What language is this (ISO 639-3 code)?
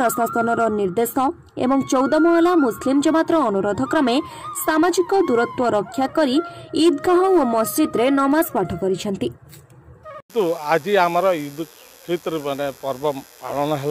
ori